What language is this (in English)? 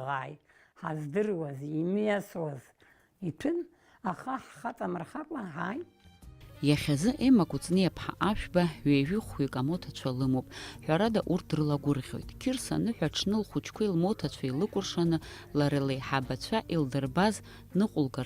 Abkhazian